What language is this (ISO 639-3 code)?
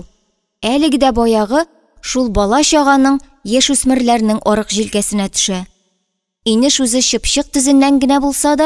tat